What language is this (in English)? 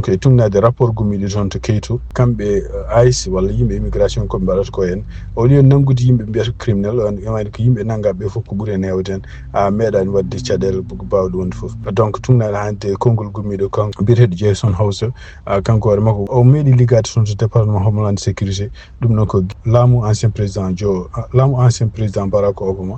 Fula